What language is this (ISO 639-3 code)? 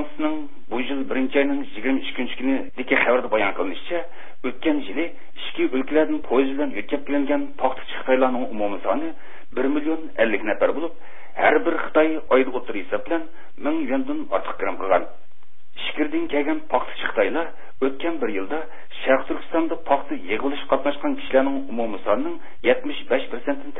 uig